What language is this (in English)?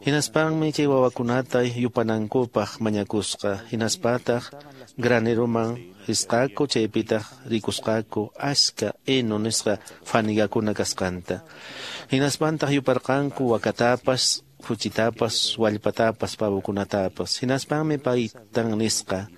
Quechua